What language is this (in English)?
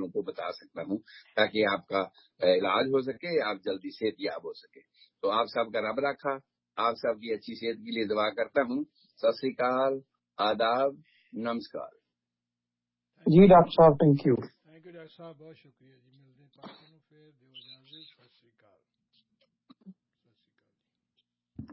Urdu